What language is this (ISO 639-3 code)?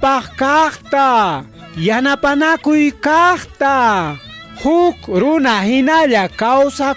quy